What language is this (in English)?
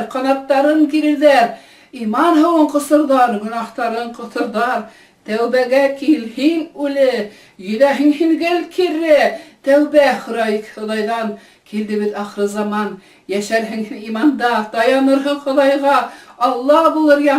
Bashkir